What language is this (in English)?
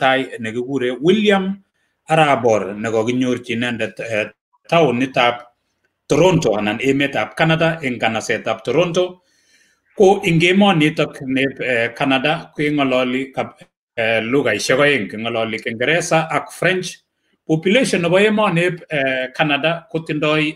Kalenjin